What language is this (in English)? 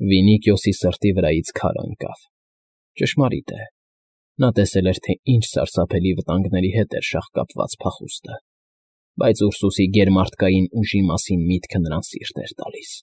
Armenian